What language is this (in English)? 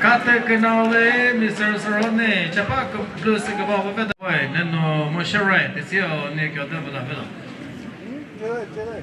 Chokri Naga